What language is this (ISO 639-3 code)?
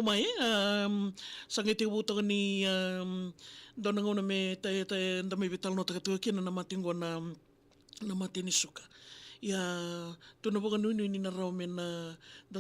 fij